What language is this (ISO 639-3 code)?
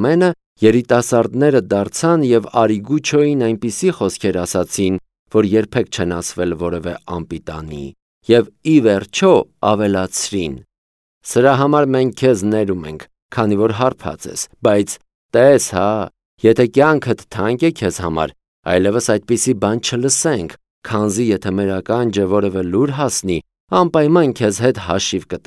hye